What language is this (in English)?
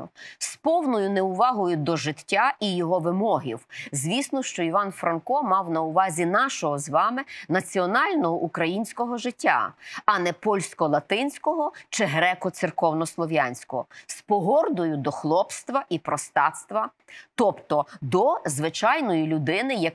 Ukrainian